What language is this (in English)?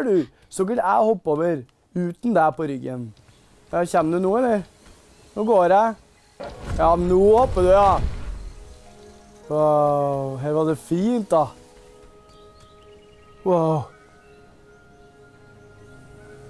Norwegian